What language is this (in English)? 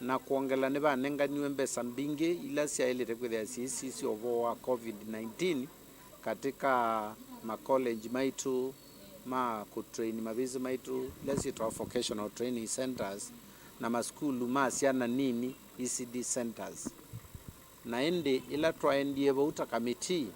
Kamba